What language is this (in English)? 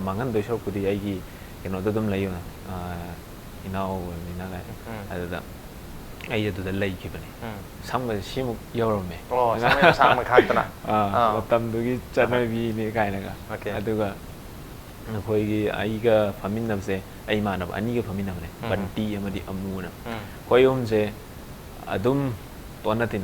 Manipuri